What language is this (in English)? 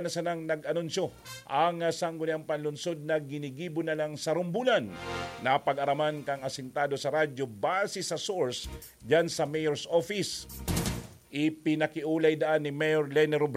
Bikol